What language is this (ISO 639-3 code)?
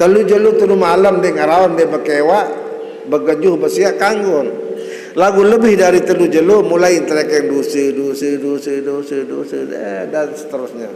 sas